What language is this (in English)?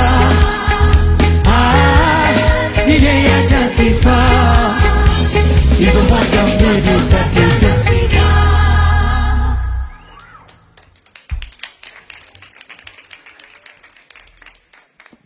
Swahili